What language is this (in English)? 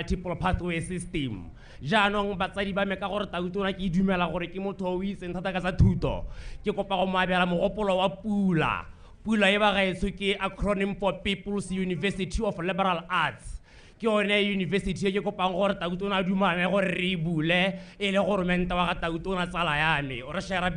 Tswana